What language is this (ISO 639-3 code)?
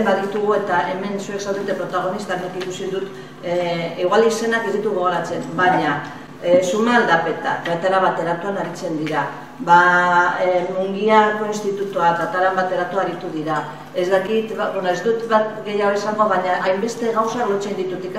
eus